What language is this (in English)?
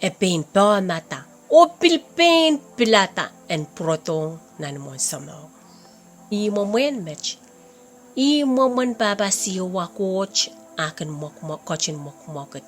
Pohnpeian